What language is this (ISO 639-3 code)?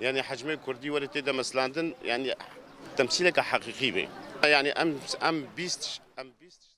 kur